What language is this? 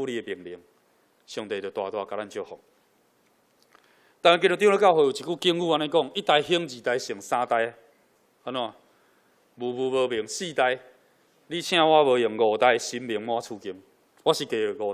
Min Nan Chinese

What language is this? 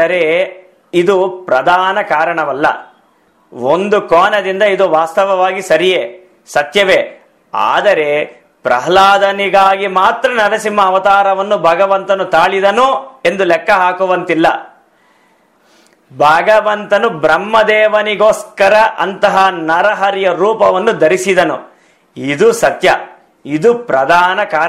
Kannada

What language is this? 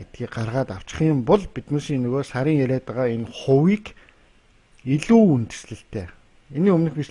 Mongolian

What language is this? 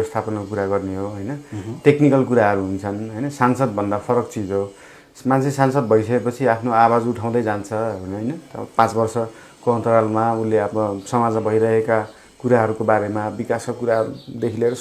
Nepali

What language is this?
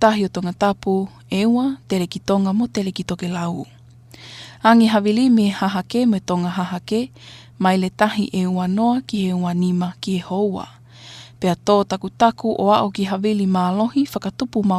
Tongan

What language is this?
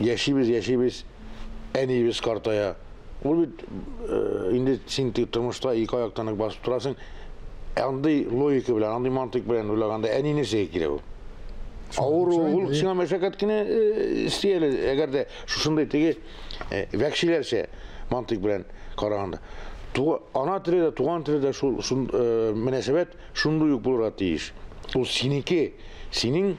Tatar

